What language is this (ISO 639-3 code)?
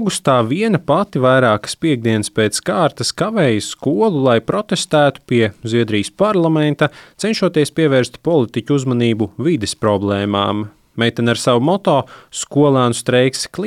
lav